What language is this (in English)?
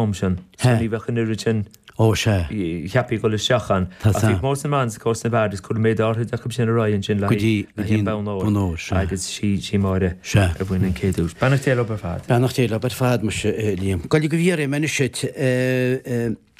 Irish